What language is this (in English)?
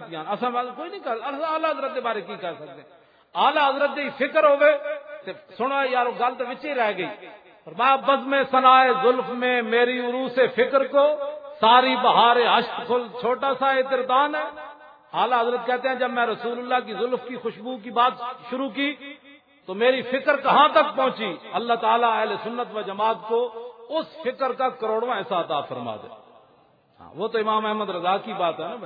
Western Panjabi